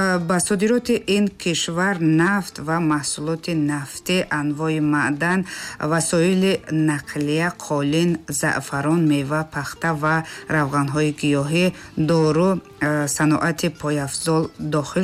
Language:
Tajik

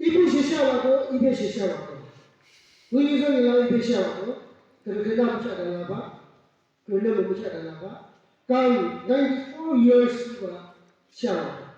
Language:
Yimchungru Naga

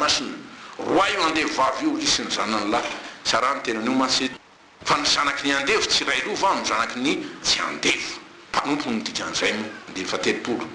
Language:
Malagasy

